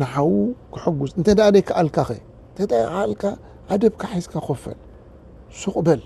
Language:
Tigrinya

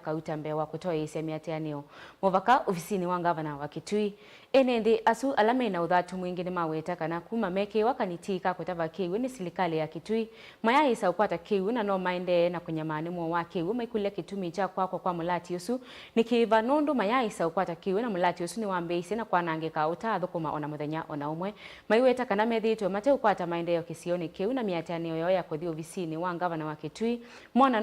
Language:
Kamba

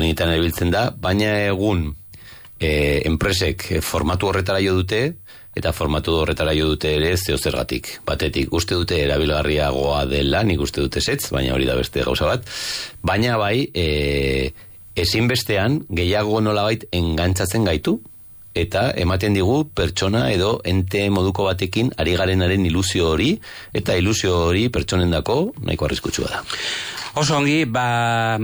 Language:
Basque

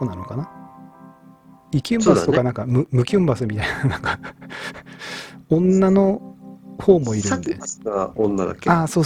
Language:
Japanese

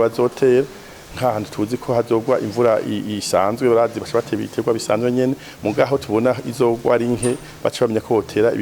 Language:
Rundi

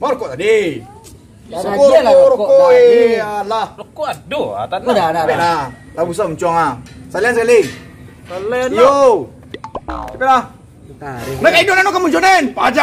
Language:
Minangkabau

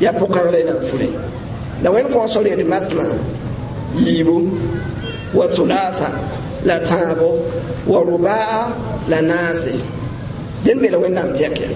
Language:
Mossi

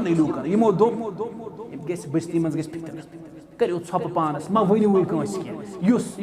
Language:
Kashmiri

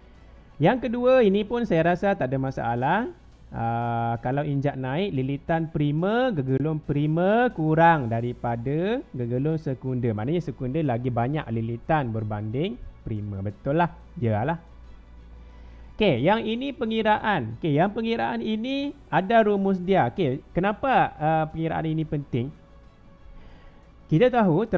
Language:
Malay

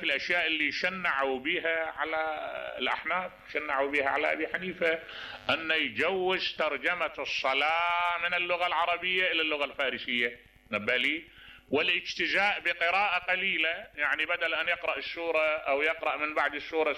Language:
Mesopotamian Arabic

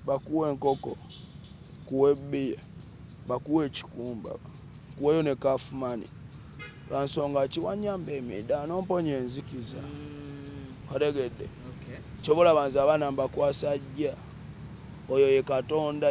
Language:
Ganda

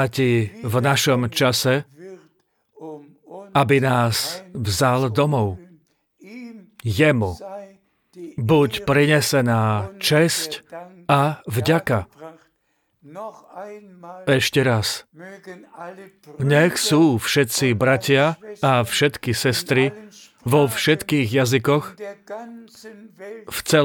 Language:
Slovak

